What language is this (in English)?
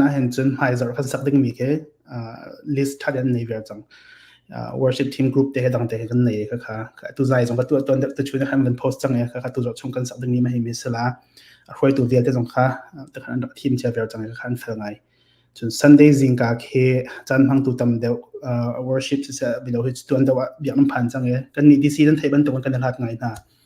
Hakha Chin